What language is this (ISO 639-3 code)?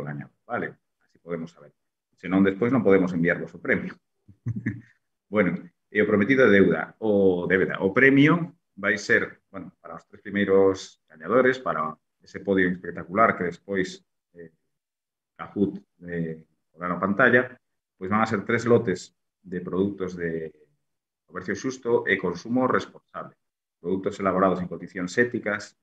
glg